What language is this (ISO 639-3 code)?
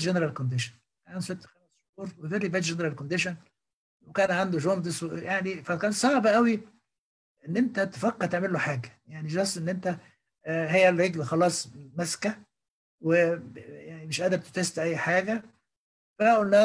arz